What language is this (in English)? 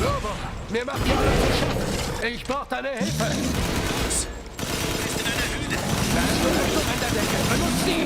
Bavarian